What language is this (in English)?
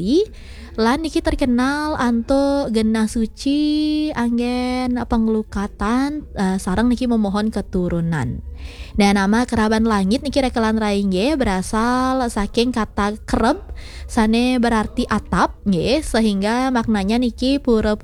Balinese